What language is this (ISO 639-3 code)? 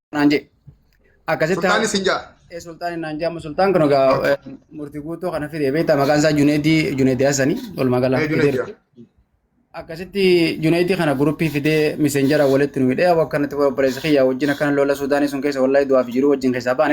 orm